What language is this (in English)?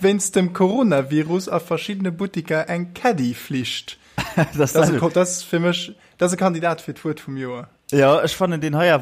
Luxembourgish